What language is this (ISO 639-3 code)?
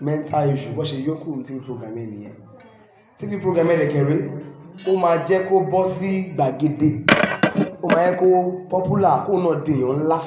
yor